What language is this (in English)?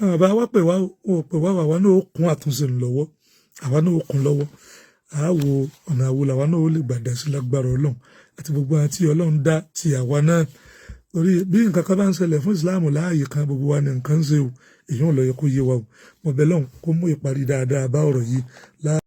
Yoruba